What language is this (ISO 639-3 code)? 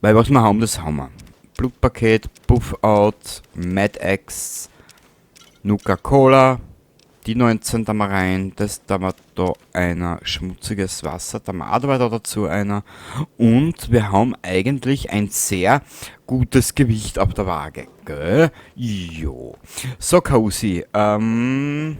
bar